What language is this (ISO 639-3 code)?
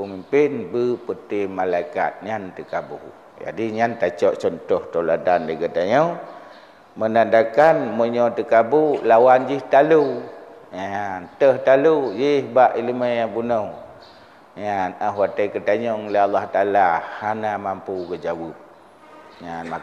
ace